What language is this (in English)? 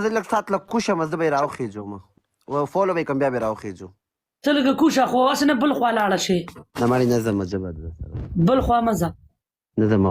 Pashto